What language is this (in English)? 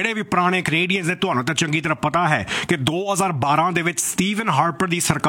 Punjabi